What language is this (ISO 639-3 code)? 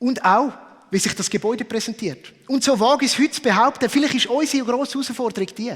gsw